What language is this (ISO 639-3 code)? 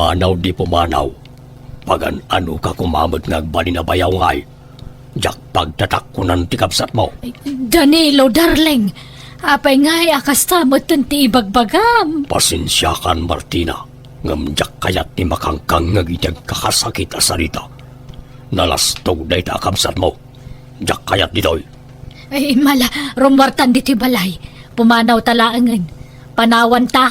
ilo